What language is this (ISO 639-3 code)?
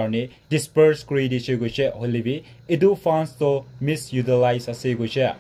nag